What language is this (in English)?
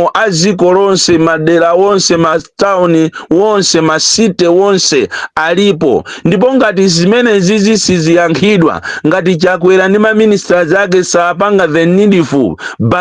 Nyanja